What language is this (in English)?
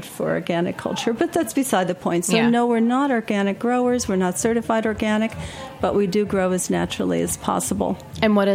English